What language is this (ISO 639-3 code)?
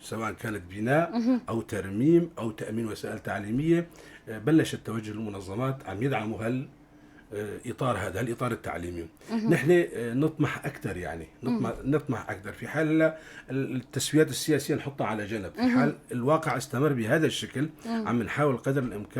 apc